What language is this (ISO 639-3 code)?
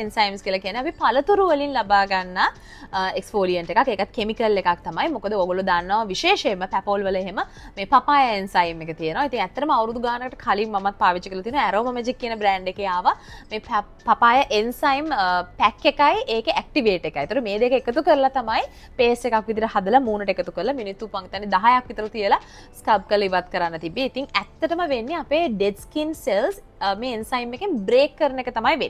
sin